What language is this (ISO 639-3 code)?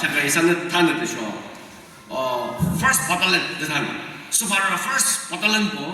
yim